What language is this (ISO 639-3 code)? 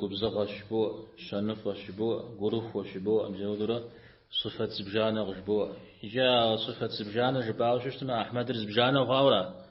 kbd